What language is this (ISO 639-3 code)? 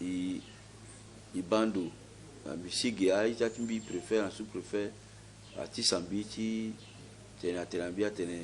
sag